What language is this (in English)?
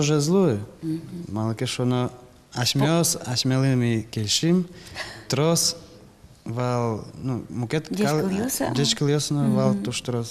Udmurt